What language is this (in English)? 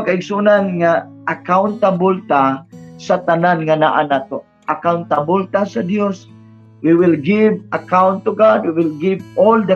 Cebuano